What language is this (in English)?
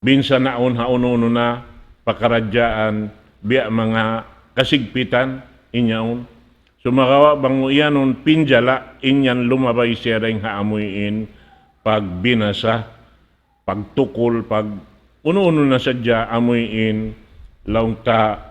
Tausug